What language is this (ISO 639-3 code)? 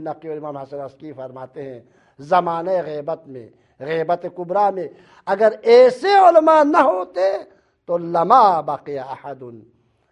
urd